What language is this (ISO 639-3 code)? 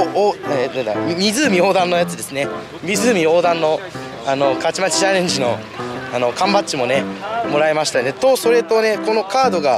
jpn